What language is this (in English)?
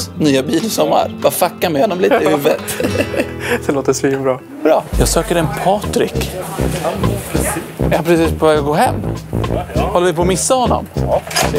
Swedish